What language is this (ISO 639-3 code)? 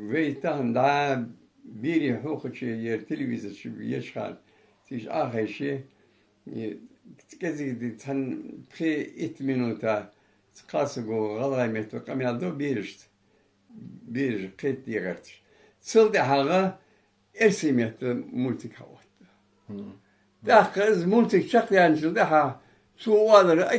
inh